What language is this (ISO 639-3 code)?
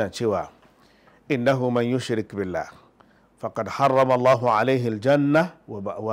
hau